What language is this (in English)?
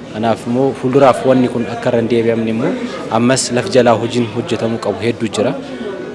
Oromo